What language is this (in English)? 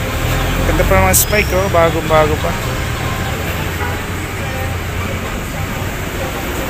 Filipino